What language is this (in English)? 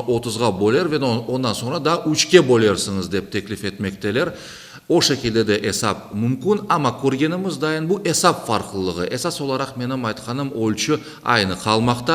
Crimean Tatar